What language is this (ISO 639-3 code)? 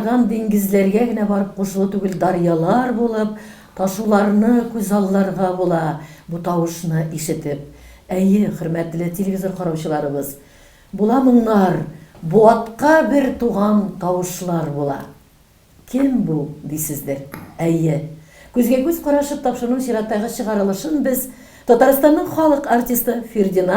tat